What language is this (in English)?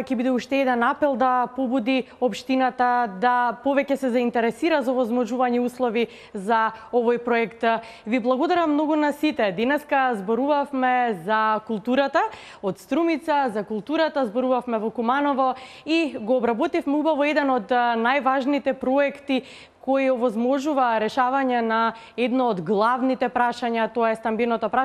Macedonian